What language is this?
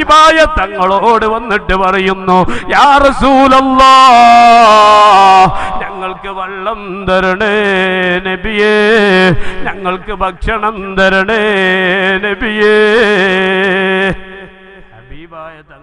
Malayalam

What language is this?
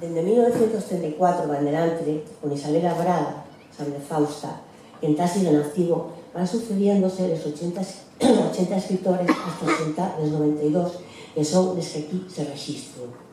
Asturian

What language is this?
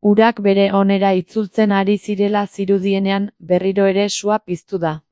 Basque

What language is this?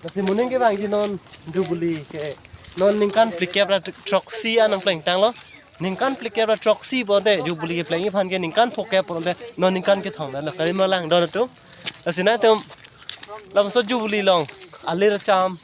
Karbi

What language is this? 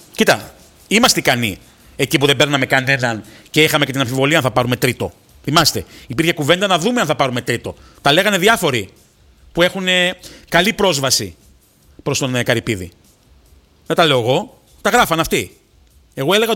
Greek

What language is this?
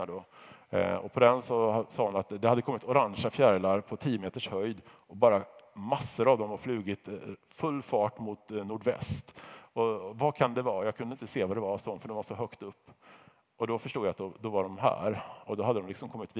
Swedish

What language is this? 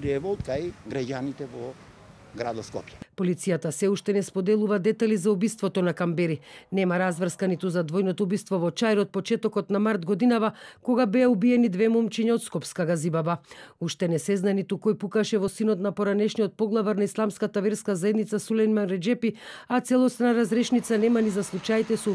Macedonian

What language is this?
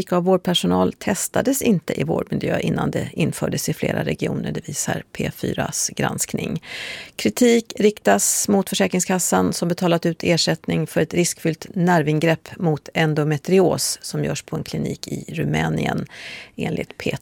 Swedish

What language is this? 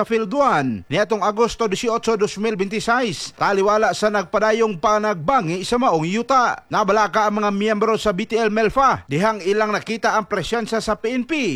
Cebuano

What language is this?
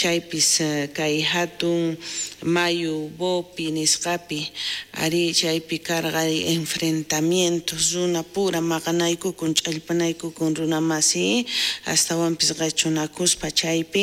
South Bolivian Quechua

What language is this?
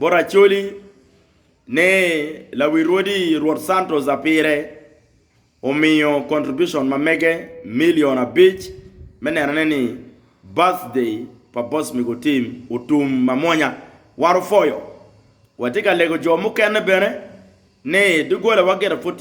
Acoli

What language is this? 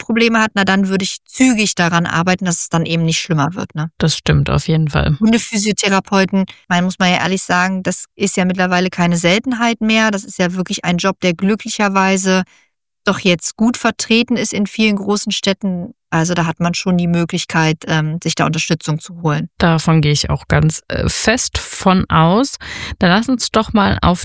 German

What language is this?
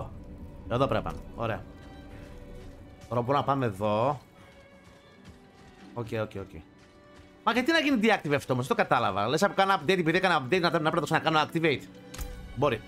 Greek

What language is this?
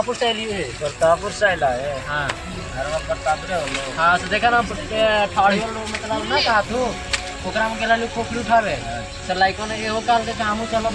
Magahi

